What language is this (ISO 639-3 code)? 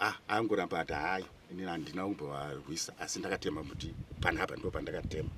sna